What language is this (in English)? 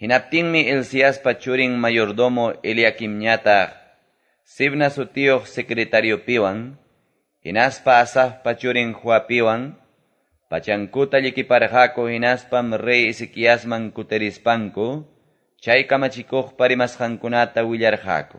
Quechua